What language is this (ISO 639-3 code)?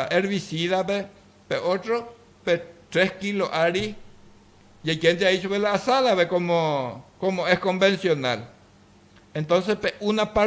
grn